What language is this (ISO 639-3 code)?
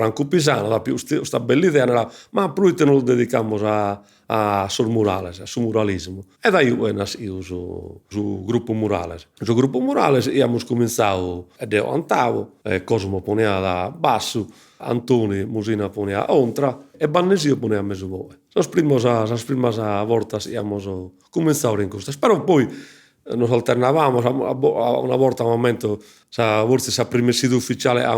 srd